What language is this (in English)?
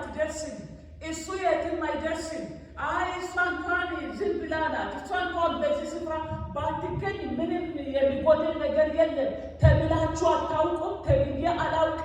Amharic